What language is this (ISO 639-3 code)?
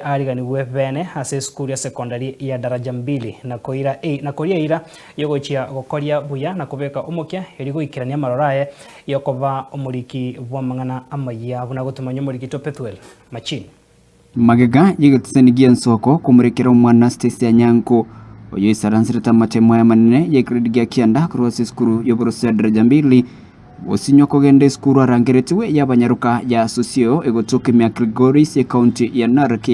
guz